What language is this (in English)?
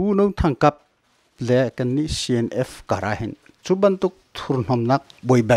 Hakha Chin